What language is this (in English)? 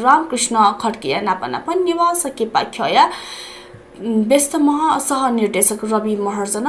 Newari